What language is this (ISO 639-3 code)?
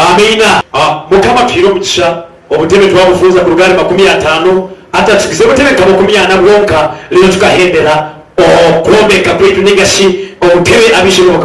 nyn